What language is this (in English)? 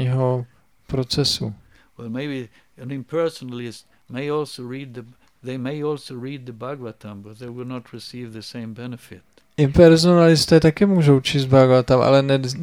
Czech